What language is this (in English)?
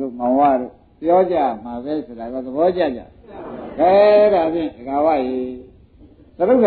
Burmese